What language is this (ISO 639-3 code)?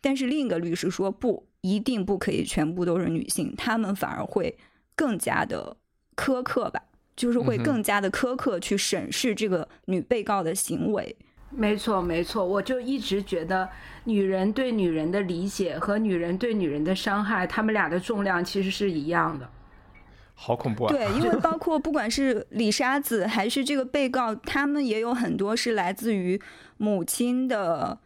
zho